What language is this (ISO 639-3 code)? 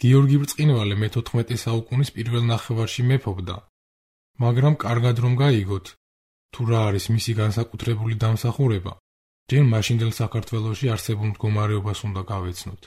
kat